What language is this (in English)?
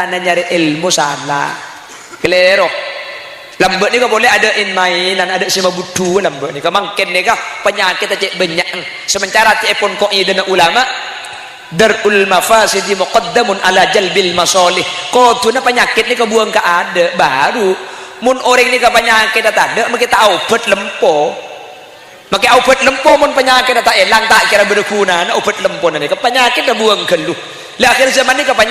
Madurese